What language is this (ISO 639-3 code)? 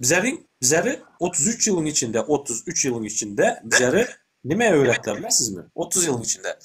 tuk